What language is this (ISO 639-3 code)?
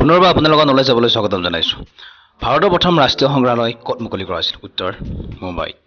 asm